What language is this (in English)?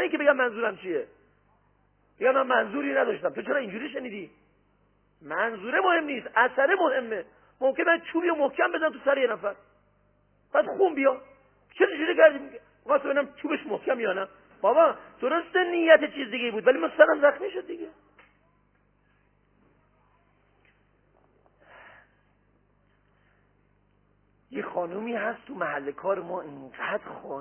Persian